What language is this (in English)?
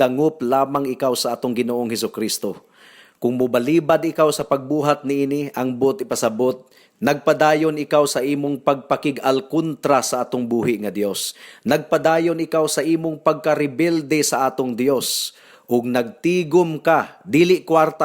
Cebuano